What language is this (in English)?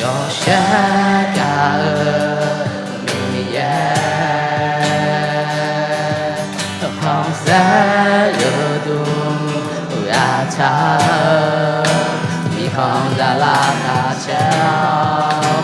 Akha